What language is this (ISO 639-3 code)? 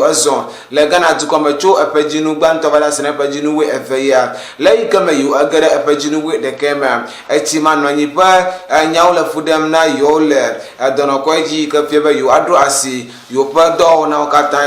ewe